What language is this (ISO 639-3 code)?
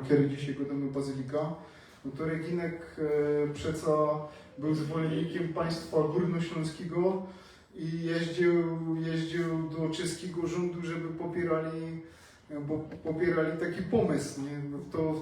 szl